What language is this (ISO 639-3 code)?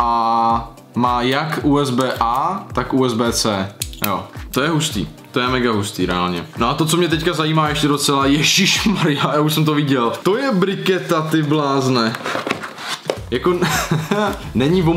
ces